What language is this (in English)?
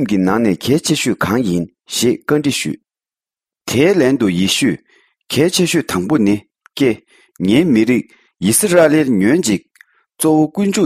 Tibetan